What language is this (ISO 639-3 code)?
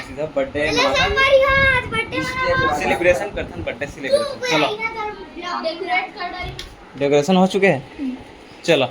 hne